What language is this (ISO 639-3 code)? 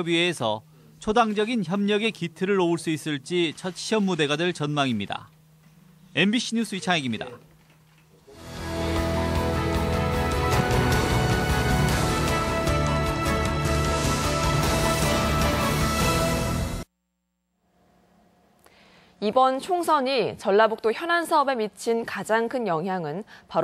kor